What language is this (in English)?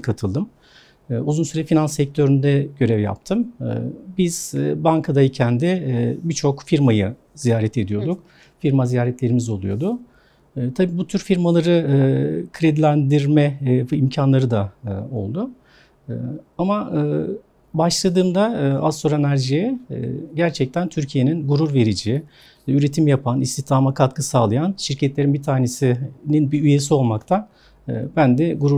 Turkish